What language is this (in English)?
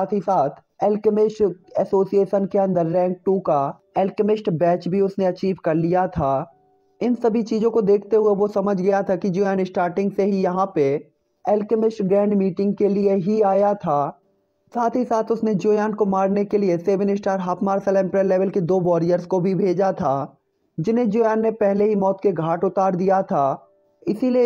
Hindi